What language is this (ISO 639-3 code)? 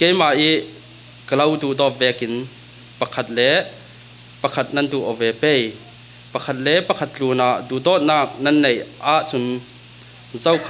cfm